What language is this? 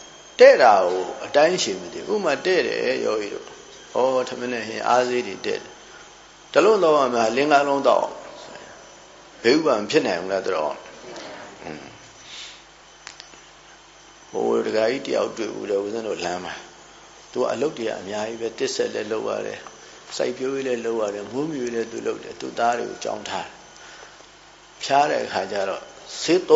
Burmese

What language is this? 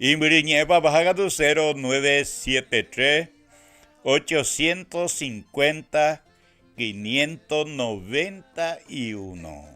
Guarani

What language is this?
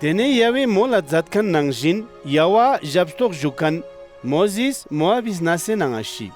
Ladakhi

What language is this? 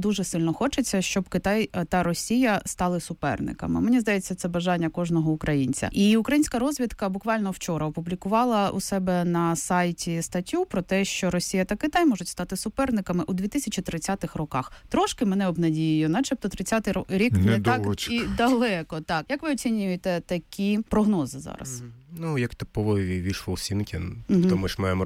Ukrainian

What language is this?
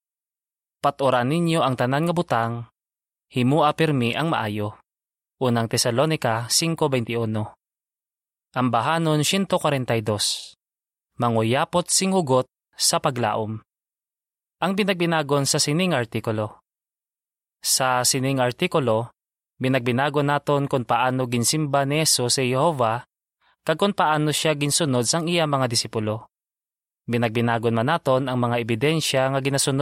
Hiligaynon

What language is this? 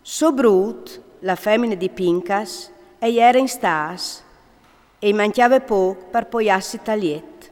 Friulian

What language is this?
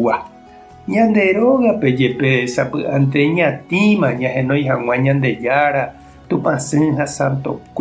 Guarani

